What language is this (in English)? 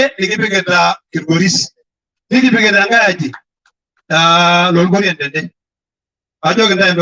Masai